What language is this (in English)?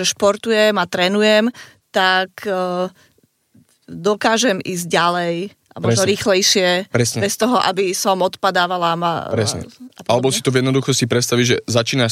Slovak